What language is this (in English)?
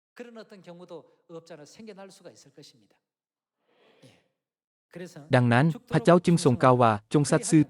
Lao